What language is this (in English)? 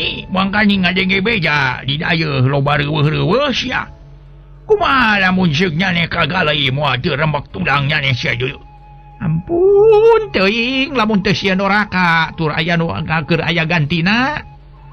Sundanese